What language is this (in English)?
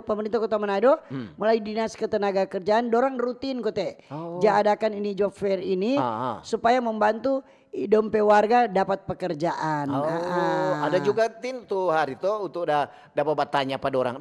Manado Malay